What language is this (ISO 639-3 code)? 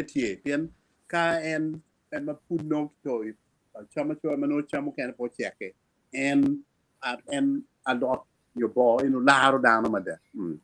ach